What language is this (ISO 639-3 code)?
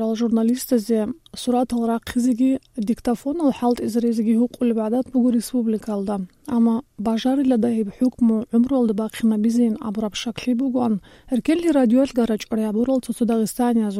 ava